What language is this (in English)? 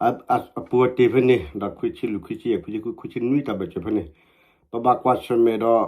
S'gaw Karen